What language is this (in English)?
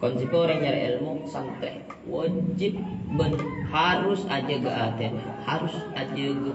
Madurese